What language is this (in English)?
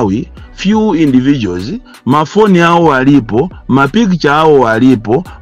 Nyanja